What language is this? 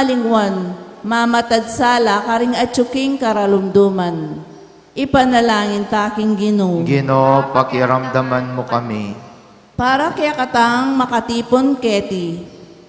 Pampanga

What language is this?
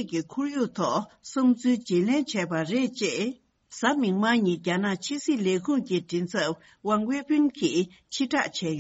Tibetan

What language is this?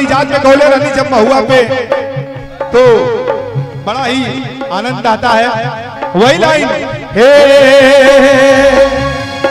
Bhojpuri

